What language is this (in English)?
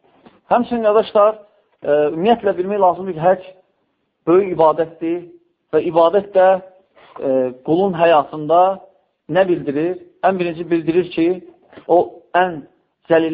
Azerbaijani